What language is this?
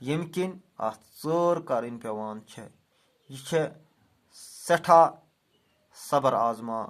Kashmiri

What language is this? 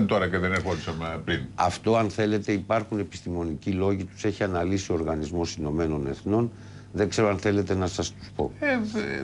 Greek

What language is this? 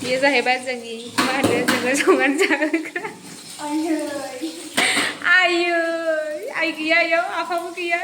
Bodo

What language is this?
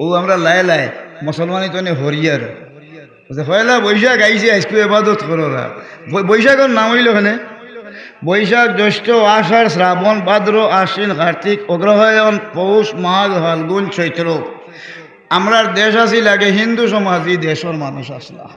Sylheti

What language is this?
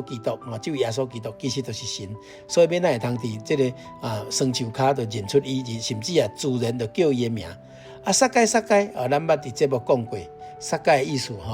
Min Nan Chinese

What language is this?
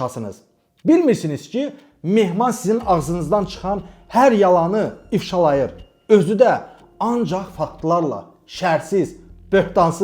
Azerbaijani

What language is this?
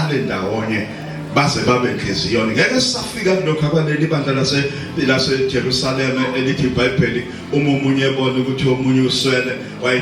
Zulu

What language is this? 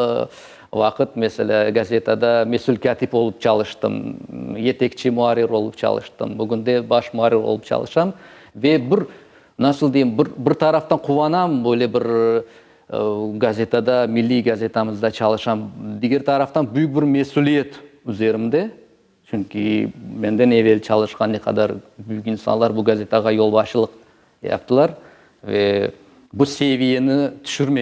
Crimean Tatar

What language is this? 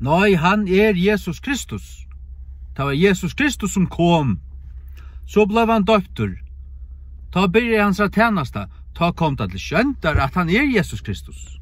Faroese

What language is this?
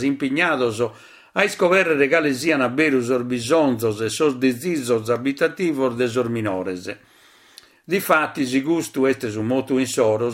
Sardinian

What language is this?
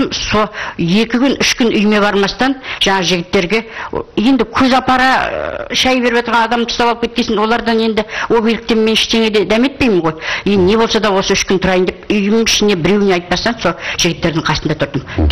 Kazakh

